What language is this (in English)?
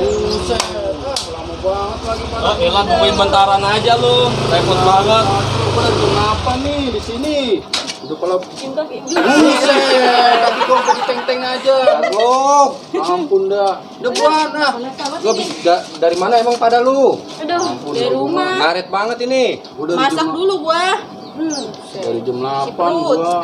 Betawi